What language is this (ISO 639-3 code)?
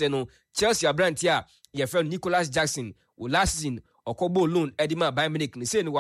aka